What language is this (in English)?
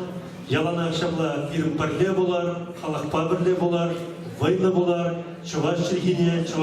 Chuvash